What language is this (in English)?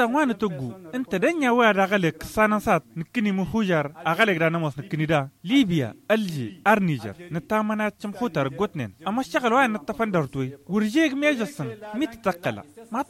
Tamasheq